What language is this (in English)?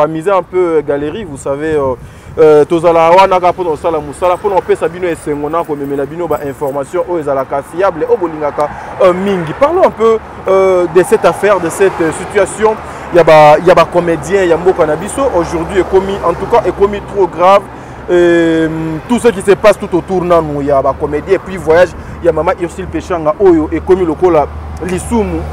Lingala